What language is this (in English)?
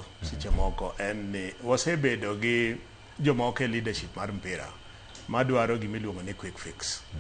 Luo (Kenya and Tanzania)